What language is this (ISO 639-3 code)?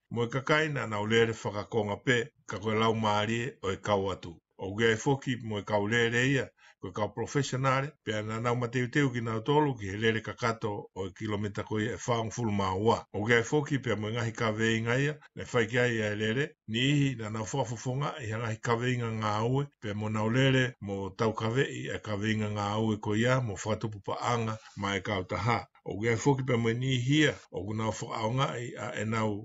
ton